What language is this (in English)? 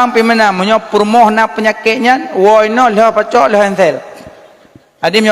Achinese